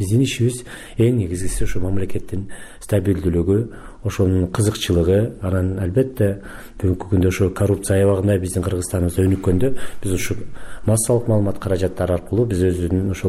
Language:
Kyrgyz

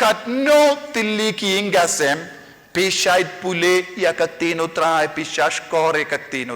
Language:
Khasi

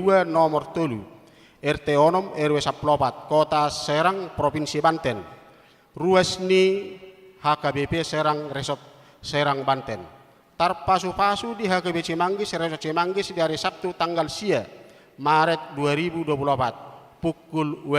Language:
Batak Toba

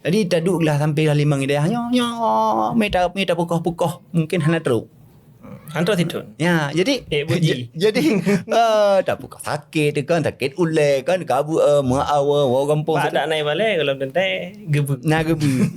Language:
Achinese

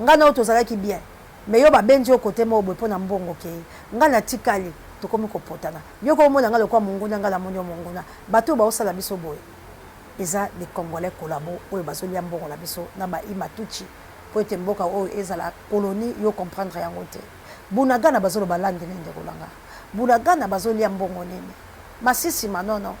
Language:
Lingala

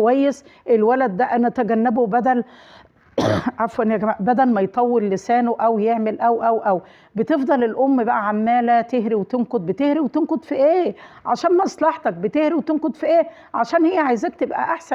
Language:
Egyptian Arabic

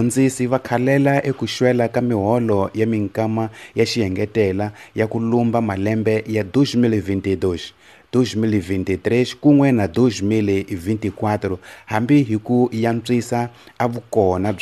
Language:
Tsonga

